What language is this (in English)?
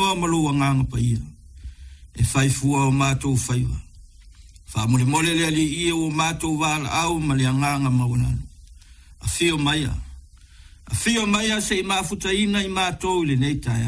Samoan